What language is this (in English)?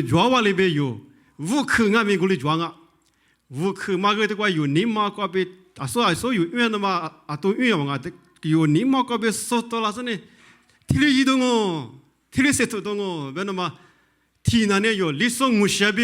Lisu